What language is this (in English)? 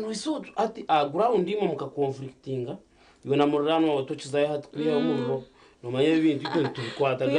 Nyankole